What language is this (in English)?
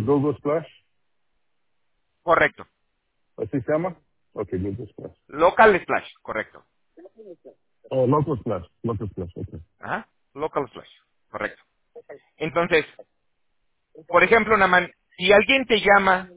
Spanish